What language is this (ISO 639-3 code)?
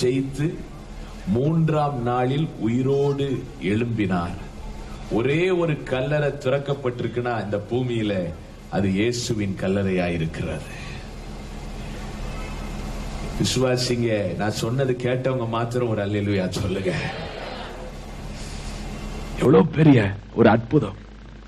tam